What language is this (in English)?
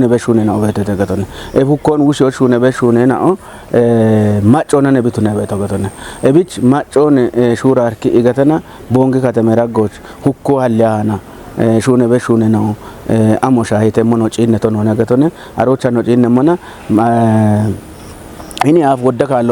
Kafa